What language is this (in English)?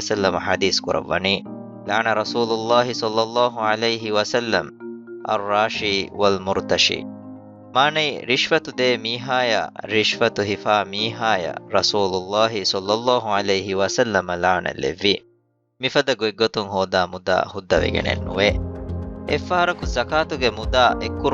Divehi